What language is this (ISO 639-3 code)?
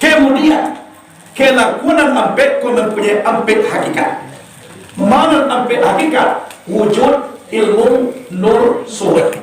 min